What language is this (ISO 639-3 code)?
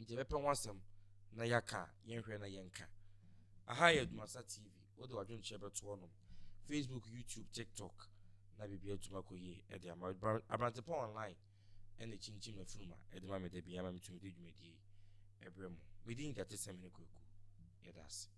aka